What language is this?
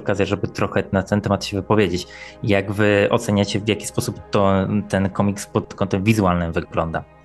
Polish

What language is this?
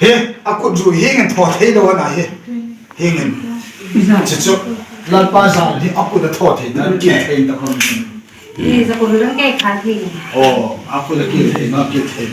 Hmar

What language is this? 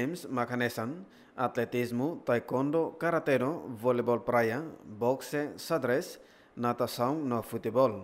Tetum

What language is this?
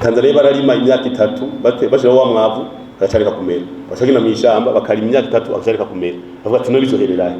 Rundi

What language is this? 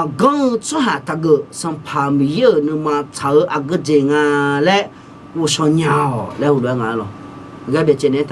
Akha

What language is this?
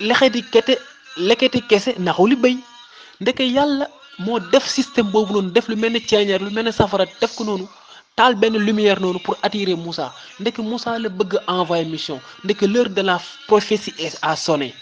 Wolof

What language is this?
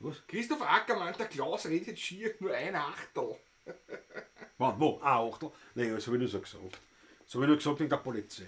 Bavarian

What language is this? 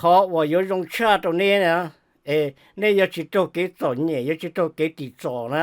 Hmong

